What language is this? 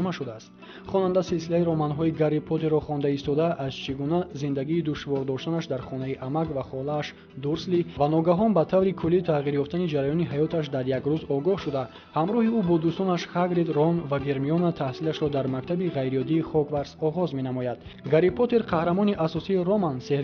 Tajik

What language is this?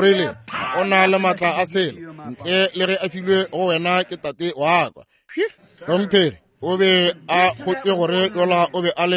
Northern Sotho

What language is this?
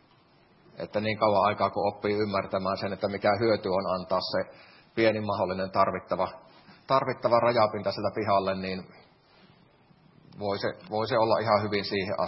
Finnish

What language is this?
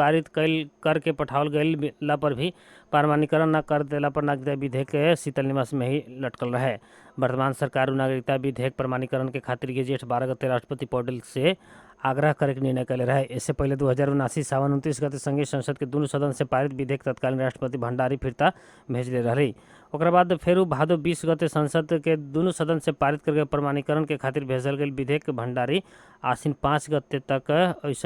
Bhojpuri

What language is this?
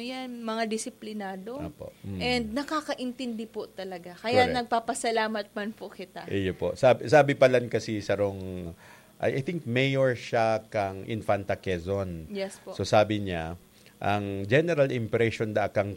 Bikol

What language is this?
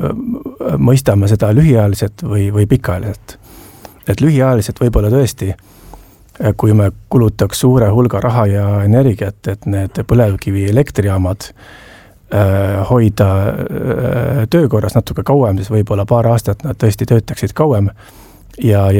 Estonian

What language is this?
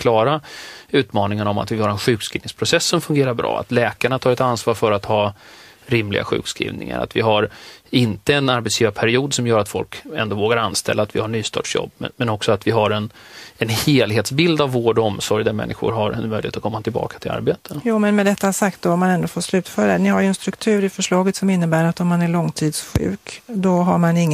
Swedish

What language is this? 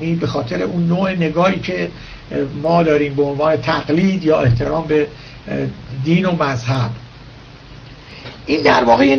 Persian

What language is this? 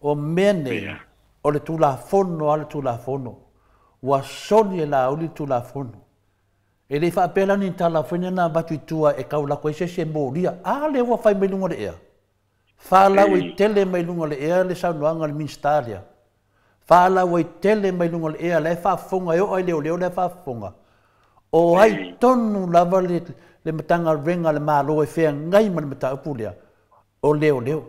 Samoan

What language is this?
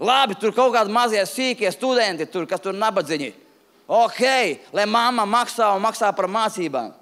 Latvian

